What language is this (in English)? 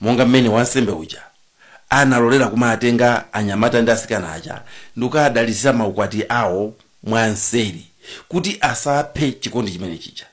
Nyanja